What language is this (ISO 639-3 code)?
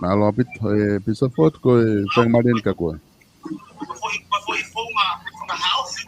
ton